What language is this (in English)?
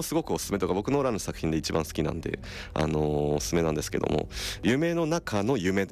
Japanese